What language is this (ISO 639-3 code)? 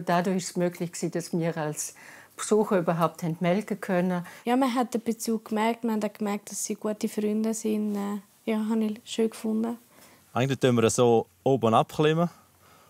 gsw